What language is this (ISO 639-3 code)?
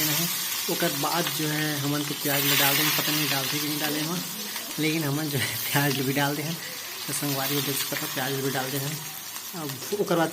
hne